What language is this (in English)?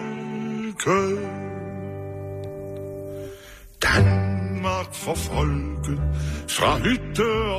Danish